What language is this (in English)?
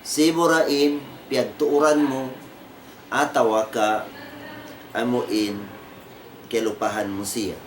Tausug